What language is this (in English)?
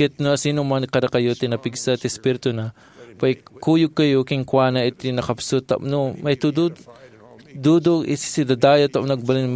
Iloko